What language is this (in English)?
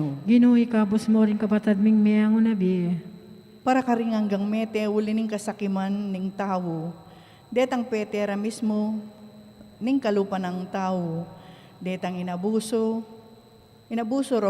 Pampanga